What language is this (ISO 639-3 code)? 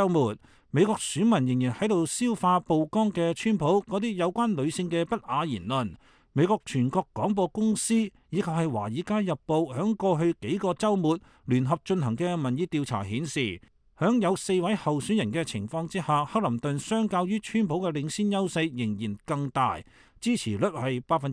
yue